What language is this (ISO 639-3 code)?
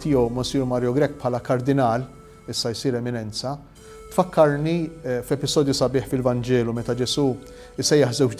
mlt